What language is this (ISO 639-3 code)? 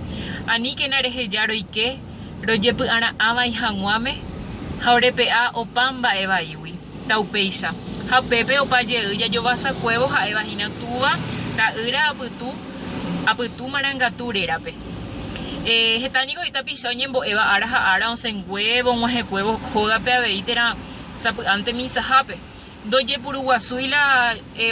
grn